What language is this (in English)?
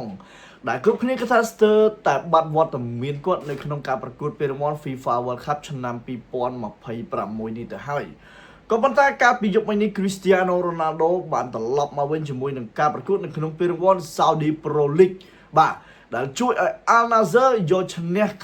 Khmer